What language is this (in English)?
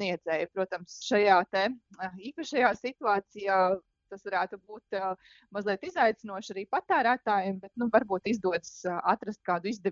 Latvian